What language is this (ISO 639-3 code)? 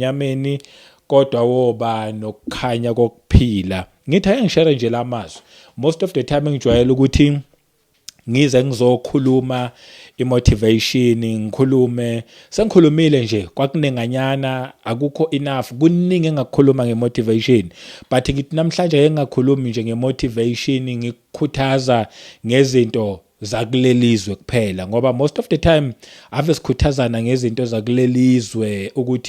zul